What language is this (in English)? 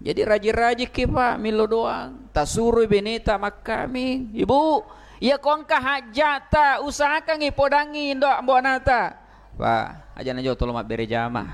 Buginese